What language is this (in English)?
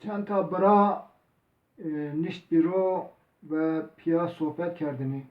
Zaza